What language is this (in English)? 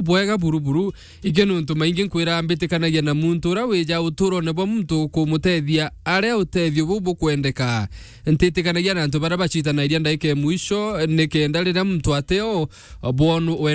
Meru